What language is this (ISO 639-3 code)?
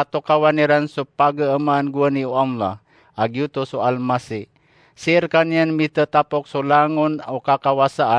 mrw